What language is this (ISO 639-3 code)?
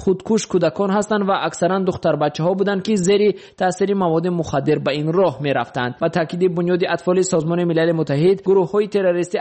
tgk